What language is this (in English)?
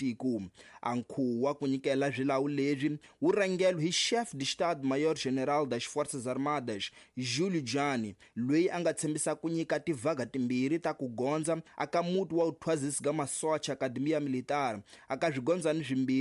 Tsonga